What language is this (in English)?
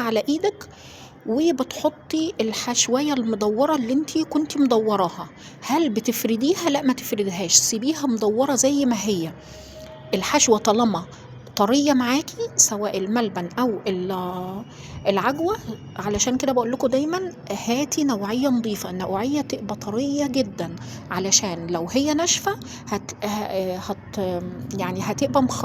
Egyptian Arabic